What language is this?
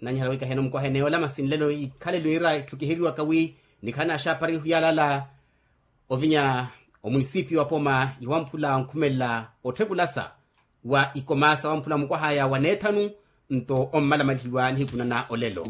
Makhuwa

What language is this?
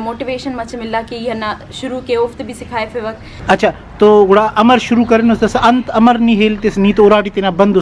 Brahui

